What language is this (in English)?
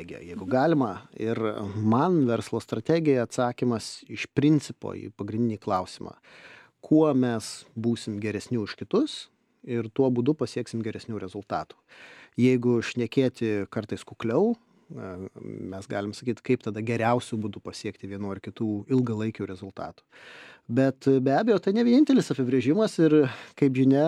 Lithuanian